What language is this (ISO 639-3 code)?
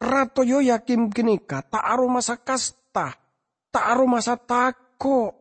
mad